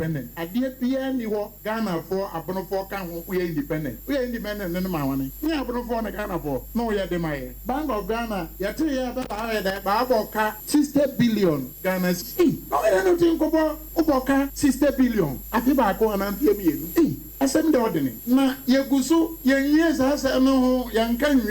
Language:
Akan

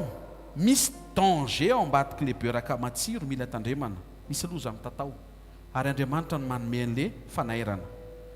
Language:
Malagasy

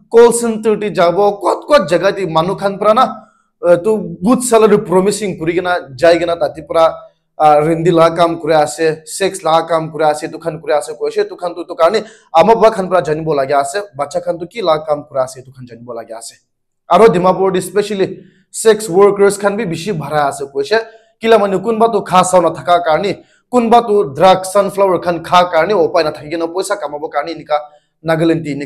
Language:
Naga Pidgin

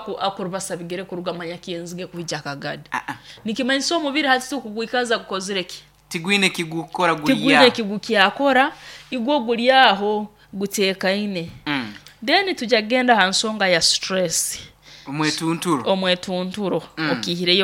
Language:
Nyoro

